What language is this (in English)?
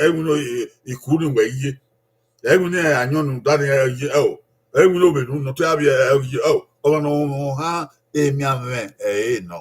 Bini